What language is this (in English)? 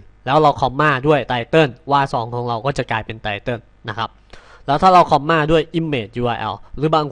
Thai